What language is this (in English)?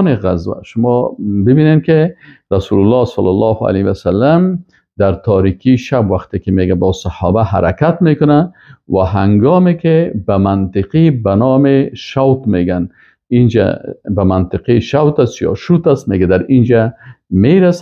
Persian